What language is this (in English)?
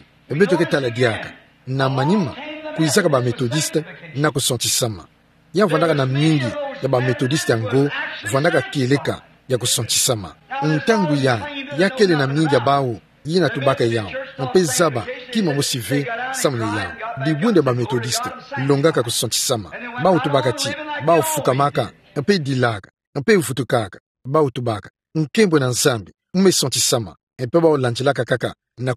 Kituba (Democratic Republic of Congo)